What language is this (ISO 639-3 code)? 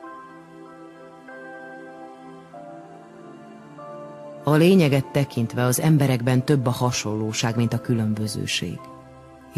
hun